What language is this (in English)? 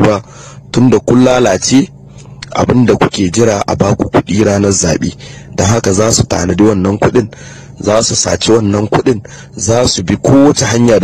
Hausa